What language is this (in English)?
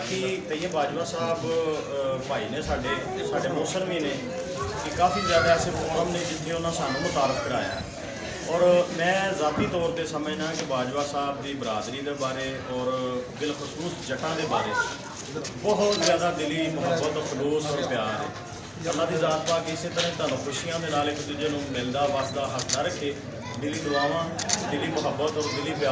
Punjabi